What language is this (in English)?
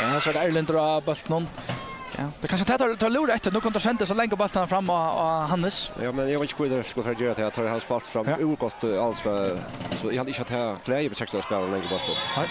Faroese